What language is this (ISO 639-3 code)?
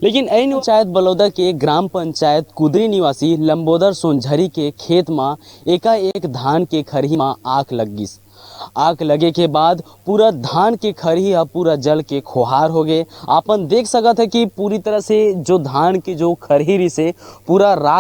hne